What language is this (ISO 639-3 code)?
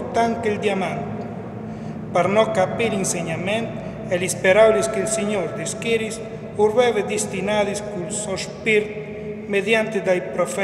fur